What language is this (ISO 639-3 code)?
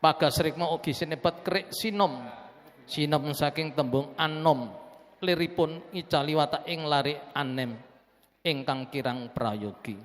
jav